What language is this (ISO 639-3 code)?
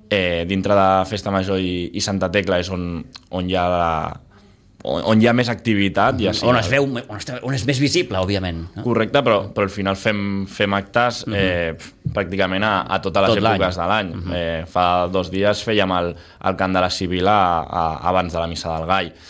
cat